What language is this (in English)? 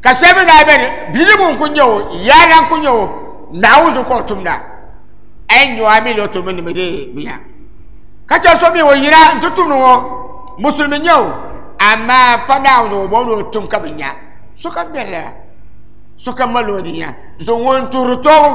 Dagbani